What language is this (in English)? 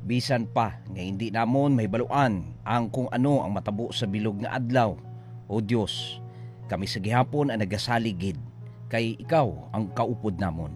Hiligaynon